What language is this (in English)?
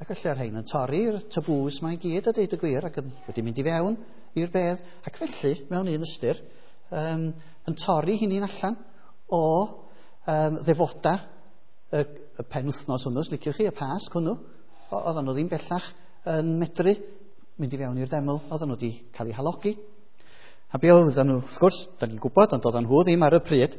Welsh